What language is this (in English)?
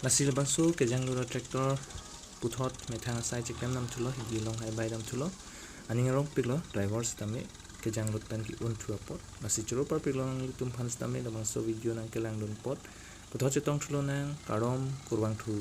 Karbi